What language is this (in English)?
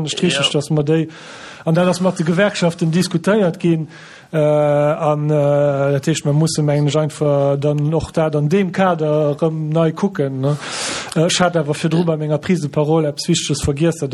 Luxembourgish